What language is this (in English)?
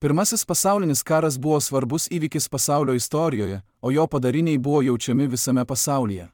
Lithuanian